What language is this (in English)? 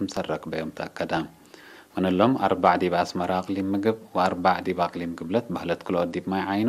Tigre